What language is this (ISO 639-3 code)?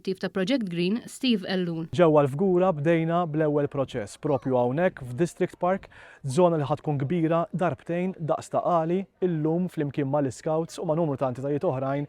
mlt